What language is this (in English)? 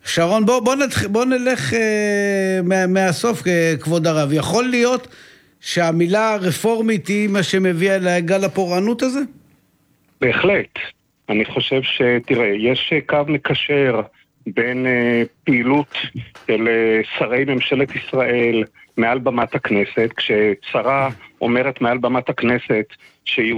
Hebrew